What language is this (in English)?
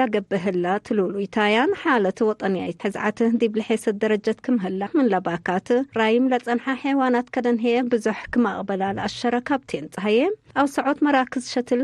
Tigre